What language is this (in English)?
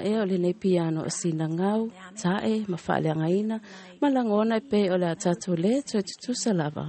Samoan